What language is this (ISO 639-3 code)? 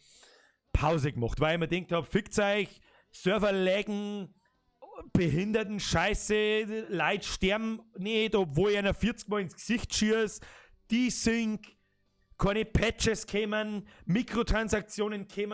bar